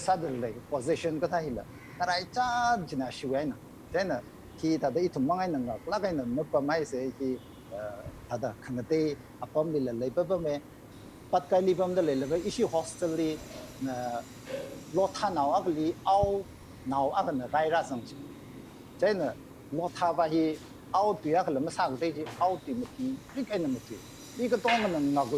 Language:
Tangkhul Naga (India)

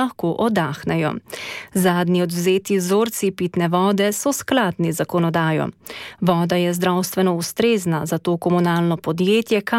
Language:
Slovenian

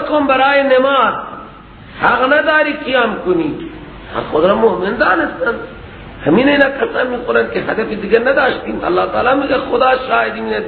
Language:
Persian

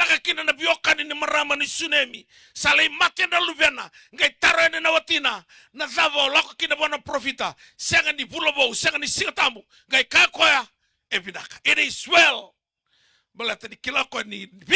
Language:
Fijian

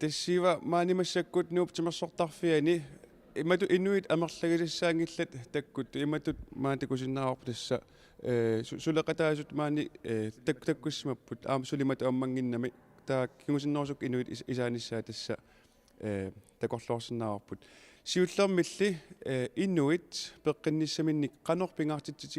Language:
Kalaallisut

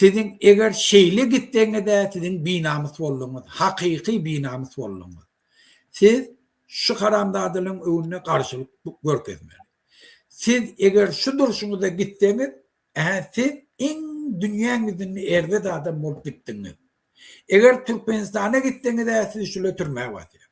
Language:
Turkmen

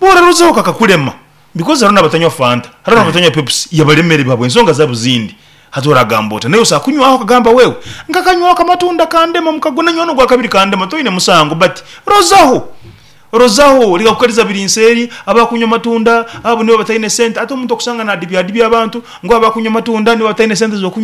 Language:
Nyoro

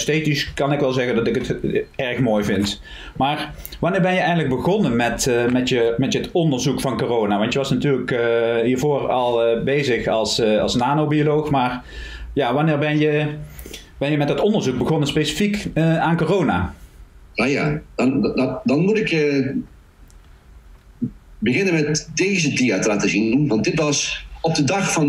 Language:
Dutch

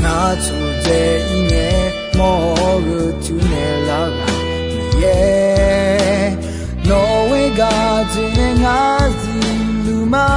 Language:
Akha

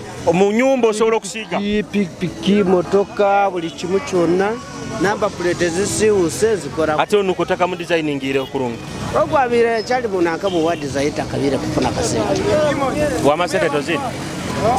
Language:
Nyoro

